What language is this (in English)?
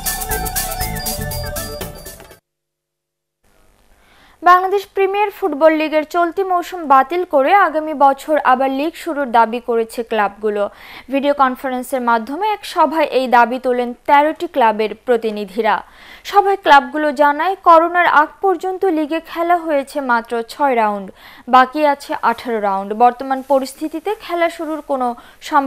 Bangla